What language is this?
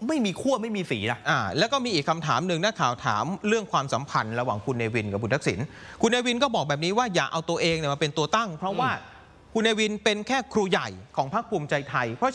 Thai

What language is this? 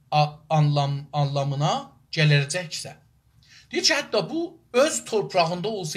South Azerbaijani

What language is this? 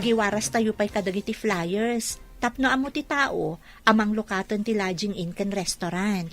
Iloko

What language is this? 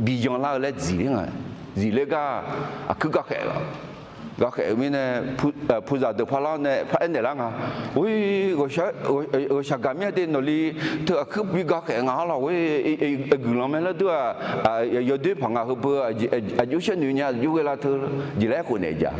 Akha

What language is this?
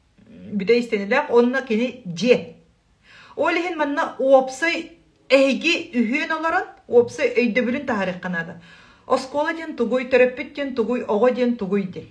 Yakut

